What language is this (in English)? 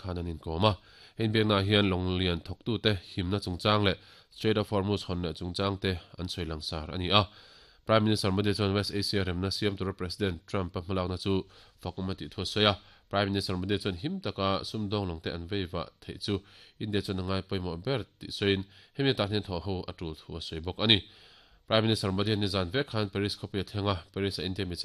Mizo